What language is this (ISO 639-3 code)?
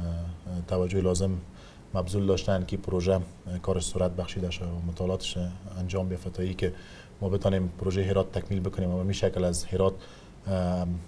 fas